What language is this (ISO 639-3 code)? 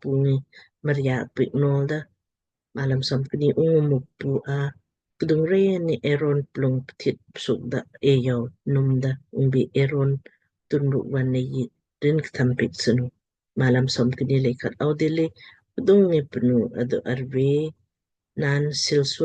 lmk